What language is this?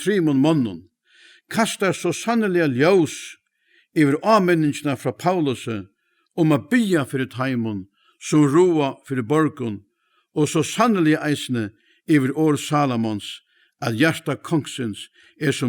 Faroese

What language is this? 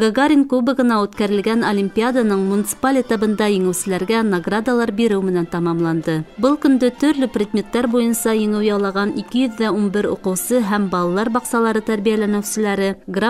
Bashkir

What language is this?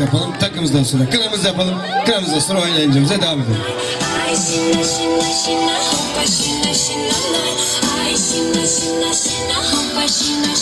Turkish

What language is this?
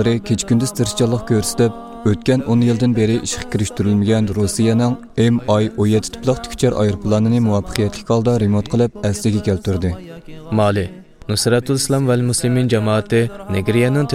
Uyghur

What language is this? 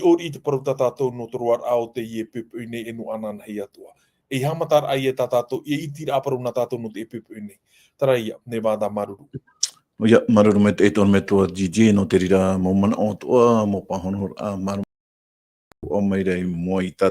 Tahitian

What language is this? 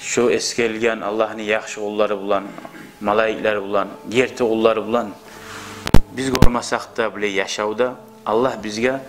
Kumyk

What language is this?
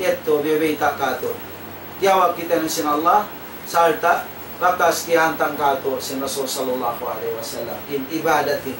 Tausug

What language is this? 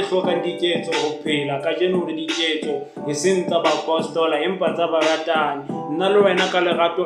Southern Sotho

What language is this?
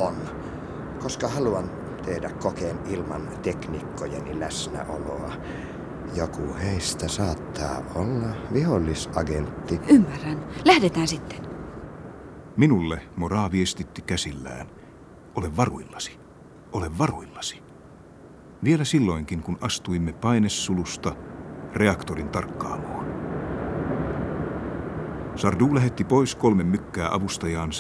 Finnish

